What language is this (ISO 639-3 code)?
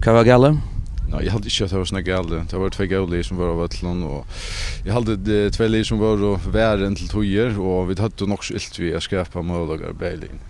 fao